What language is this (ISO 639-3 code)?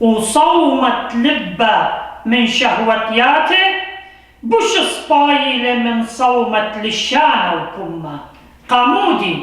aii